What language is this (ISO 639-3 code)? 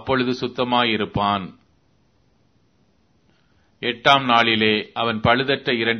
tam